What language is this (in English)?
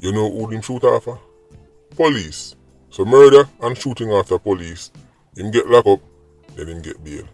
Jamaican Creole English